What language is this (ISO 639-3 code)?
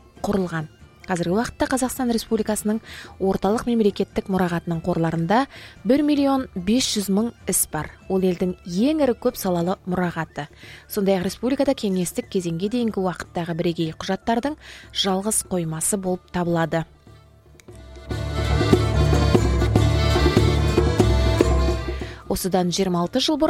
kaz